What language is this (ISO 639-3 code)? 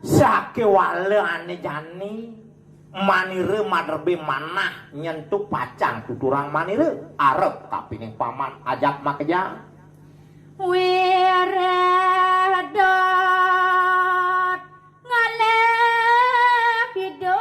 ban